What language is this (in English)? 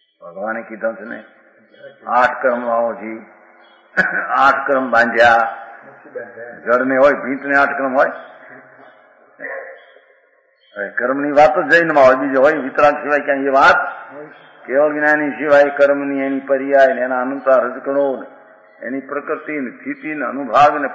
Gujarati